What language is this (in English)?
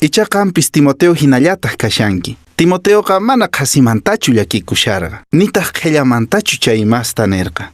Quechua